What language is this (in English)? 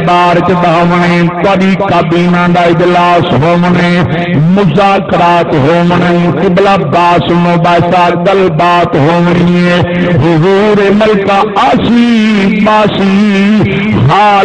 Saraiki